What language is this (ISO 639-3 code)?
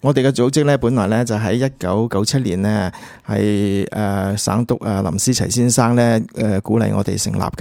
yue